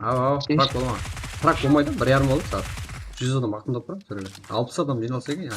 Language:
Kara-Kalpak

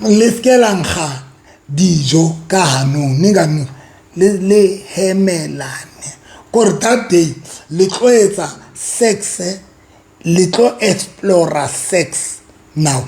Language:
Southern Sotho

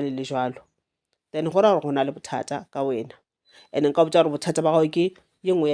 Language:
Northern Sotho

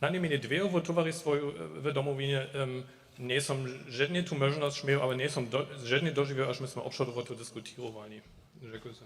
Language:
Upper Sorbian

